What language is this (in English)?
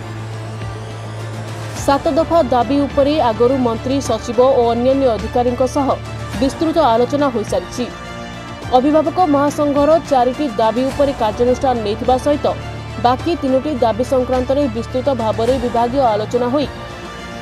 Odia